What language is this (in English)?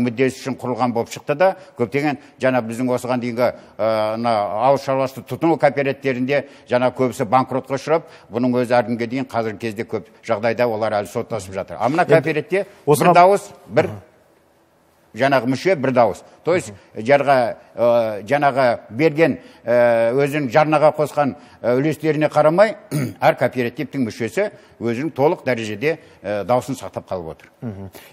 Kazakh